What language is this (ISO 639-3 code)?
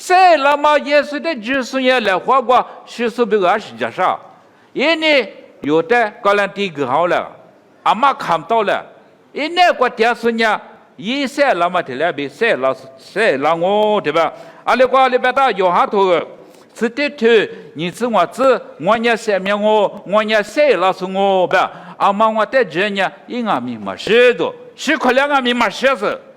lis